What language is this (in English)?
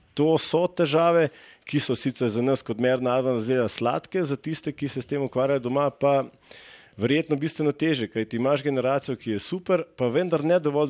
Slovenian